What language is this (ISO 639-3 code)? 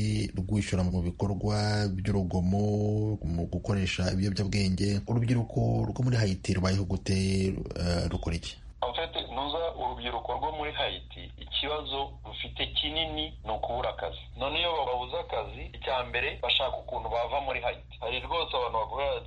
kin